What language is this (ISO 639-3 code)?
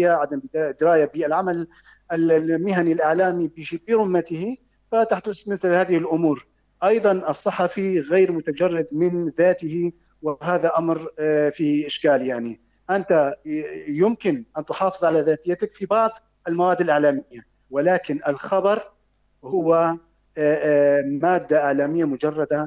apc